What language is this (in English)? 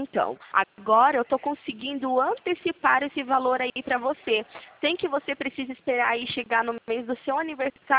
Portuguese